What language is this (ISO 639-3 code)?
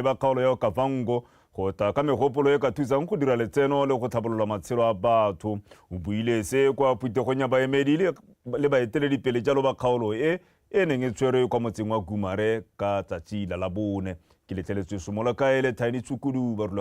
tsn